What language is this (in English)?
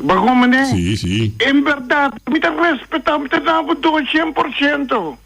Papiamento